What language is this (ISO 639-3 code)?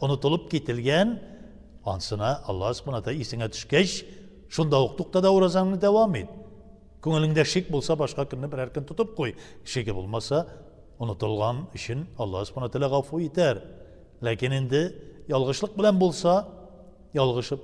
tat